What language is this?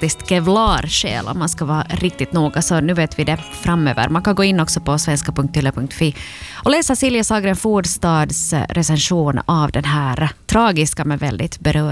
Swedish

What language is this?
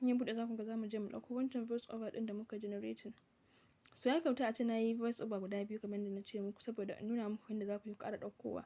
Hausa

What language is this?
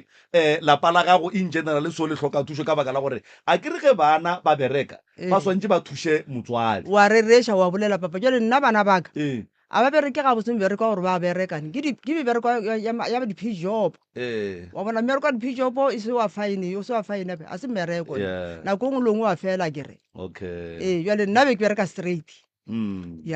Northern Sotho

